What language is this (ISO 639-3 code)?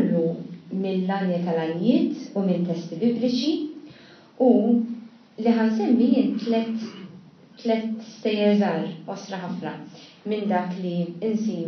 mlt